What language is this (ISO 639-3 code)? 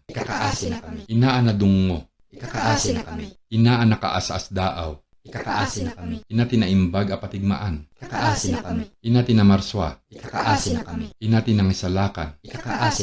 ilo